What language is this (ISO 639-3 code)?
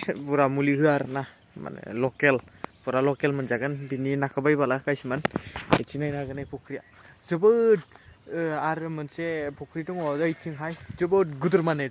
brx